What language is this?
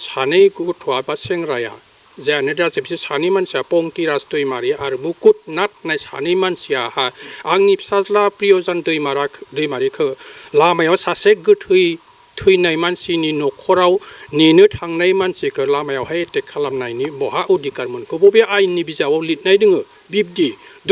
Bodo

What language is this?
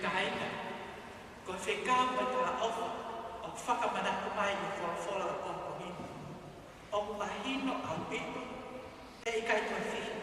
Tongan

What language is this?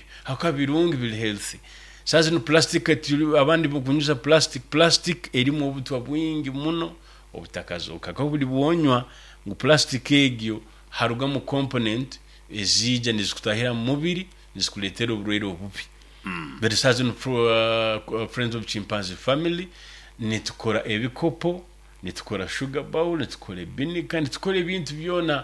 Nyoro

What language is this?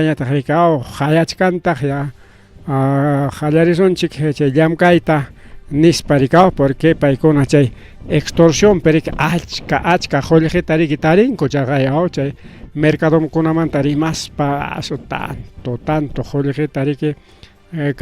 Ayacucho Quechua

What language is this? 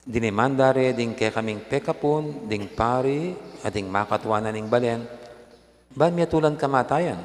Pampanga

